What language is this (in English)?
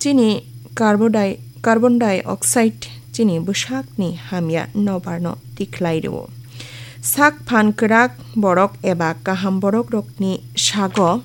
Kok Borok